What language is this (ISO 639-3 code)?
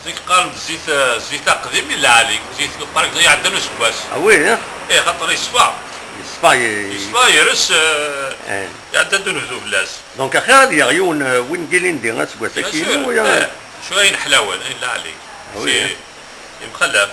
kab